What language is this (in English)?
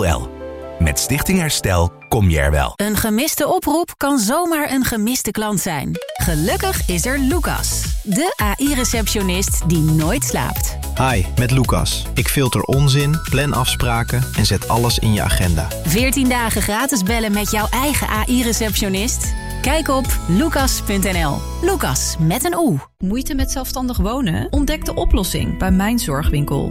Dutch